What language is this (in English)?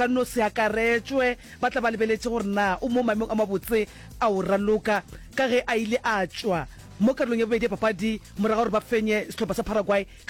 Northern Sotho